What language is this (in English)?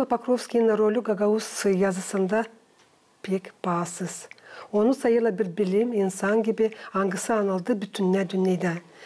Gagauz